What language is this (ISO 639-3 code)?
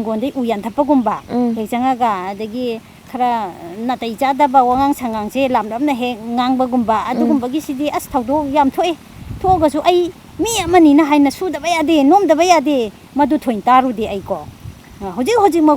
mni